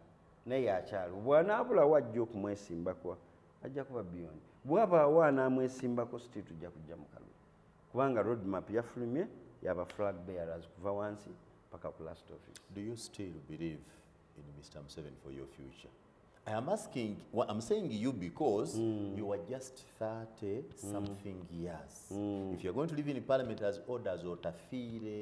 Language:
Ganda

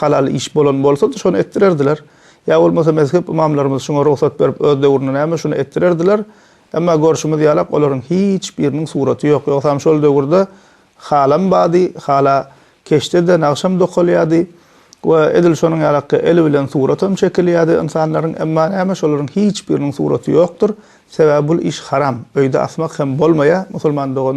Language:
Turkmen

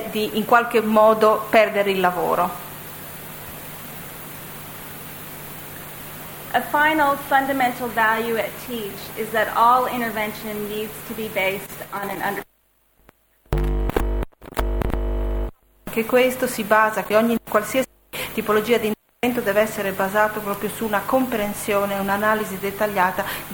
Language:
Italian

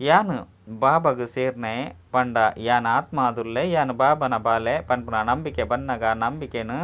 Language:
Tulu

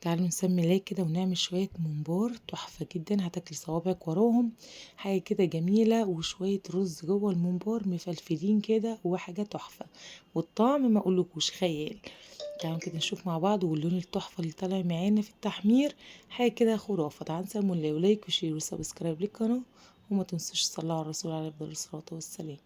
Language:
Egyptian Arabic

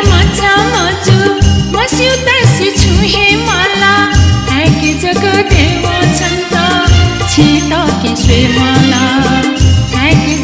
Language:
Newari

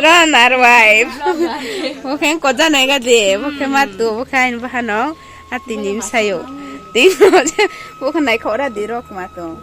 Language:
Riang (India)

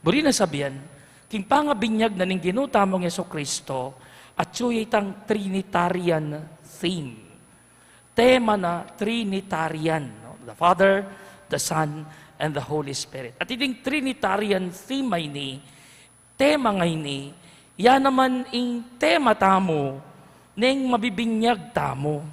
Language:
Pampanga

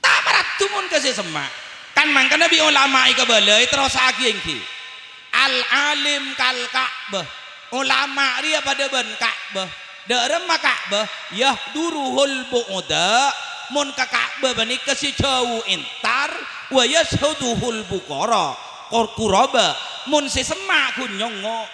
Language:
Madurese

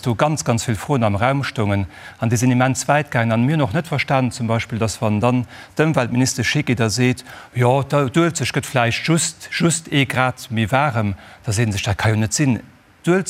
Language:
Luxembourgish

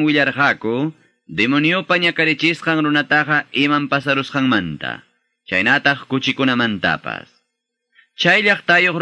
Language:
Quechua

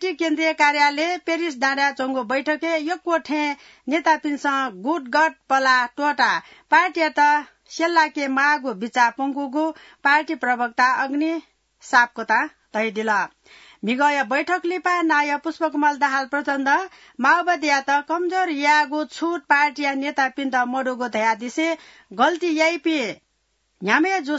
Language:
Newari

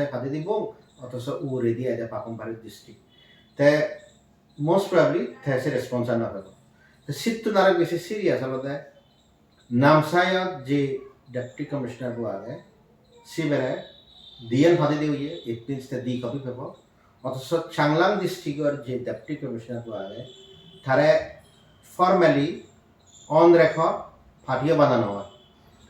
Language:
Chakma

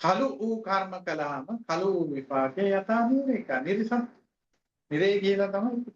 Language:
Sinhala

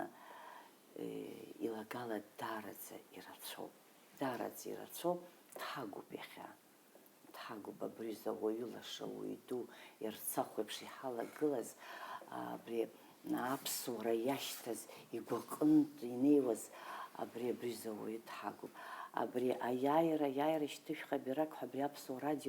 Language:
Abkhazian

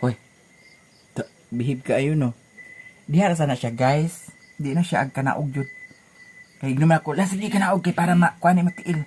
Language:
Cebuano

